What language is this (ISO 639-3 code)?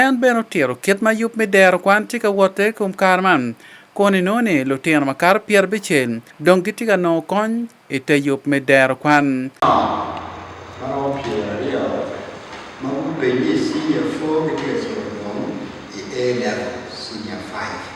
ach